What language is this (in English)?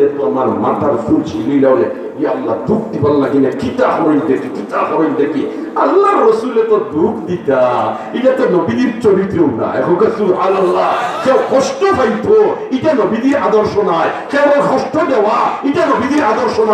Sylheti